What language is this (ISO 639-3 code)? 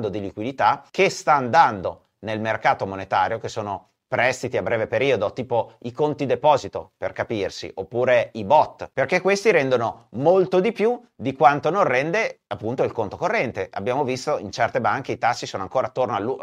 ita